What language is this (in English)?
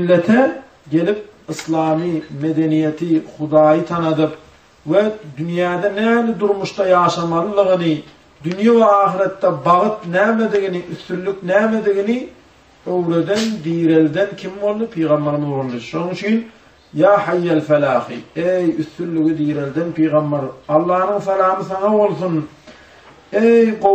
Turkmen